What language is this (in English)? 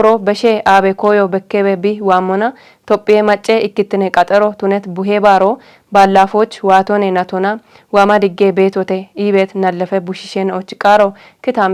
Kafa